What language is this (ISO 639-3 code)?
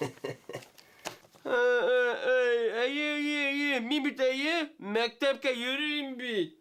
bak